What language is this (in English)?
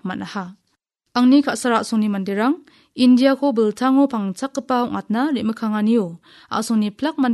Garo